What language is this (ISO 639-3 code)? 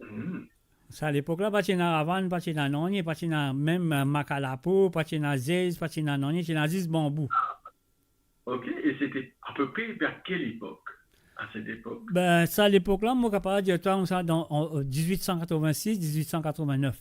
mfe